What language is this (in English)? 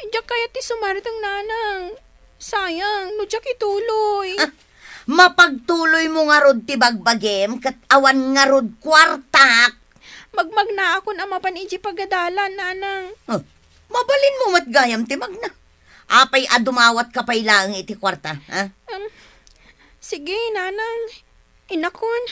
Iloko